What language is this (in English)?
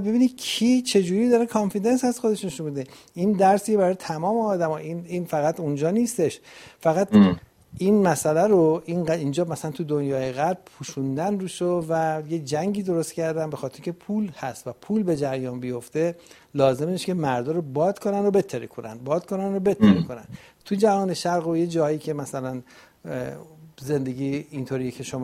Persian